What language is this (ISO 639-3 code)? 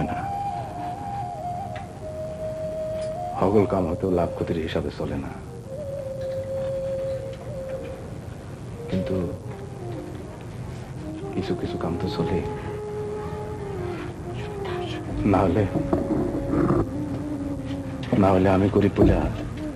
ben